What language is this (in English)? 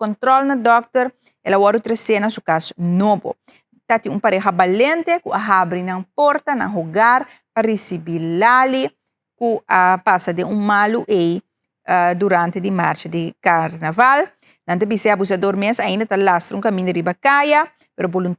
Papiamento